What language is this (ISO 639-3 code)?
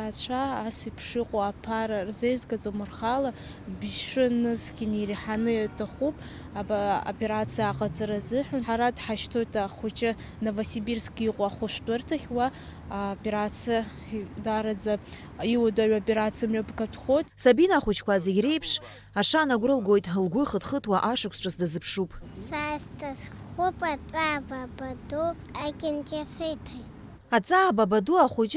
abk